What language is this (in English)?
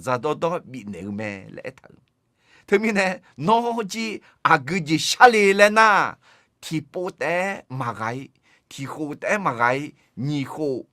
Akha